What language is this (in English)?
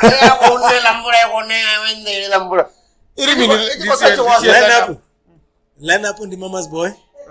Venda